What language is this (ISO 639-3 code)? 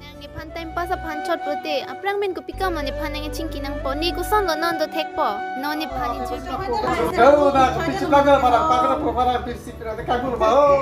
mjw